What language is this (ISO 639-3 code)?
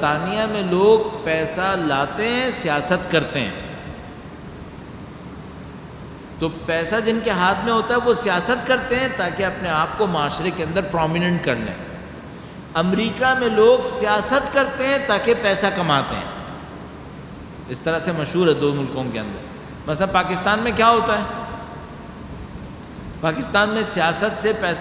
urd